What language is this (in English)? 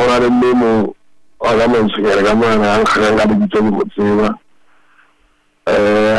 Southern Sotho